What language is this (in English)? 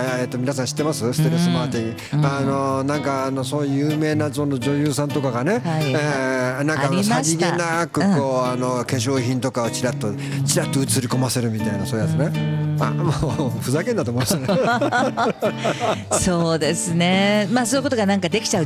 Japanese